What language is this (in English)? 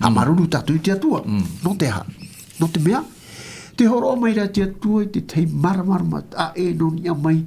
Tahitian